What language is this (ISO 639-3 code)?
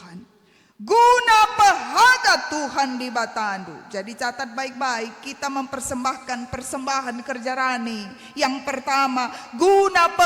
btx